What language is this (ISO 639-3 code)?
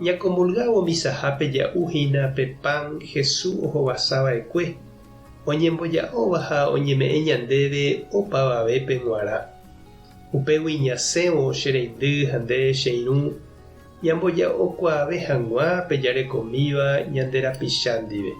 grn